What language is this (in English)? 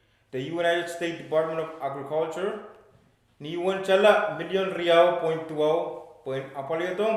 Pohnpeian